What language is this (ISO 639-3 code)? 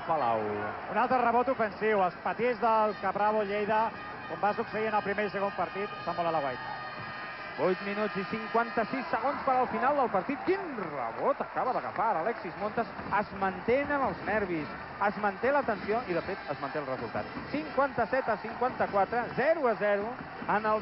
cat